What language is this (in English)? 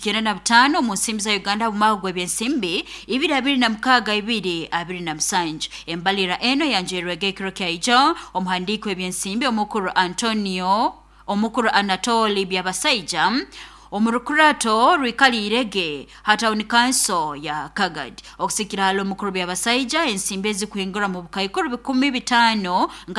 Nyoro